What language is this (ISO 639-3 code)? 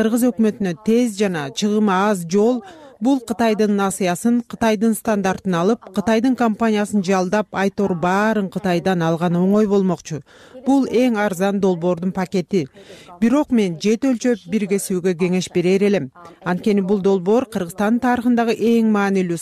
kir